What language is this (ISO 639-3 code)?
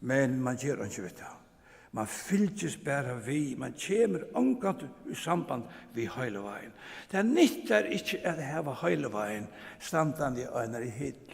fao